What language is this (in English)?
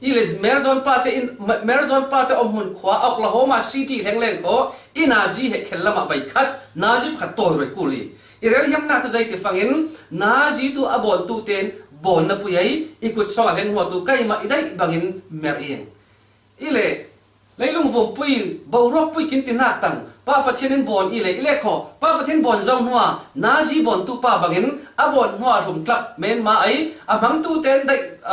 Falam Chin